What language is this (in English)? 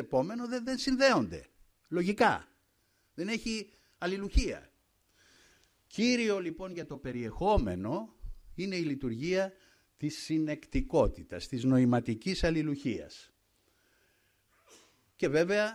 Greek